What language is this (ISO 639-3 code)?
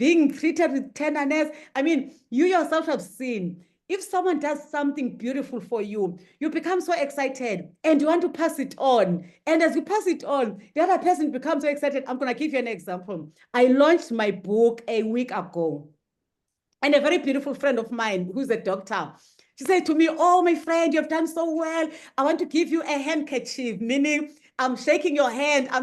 eng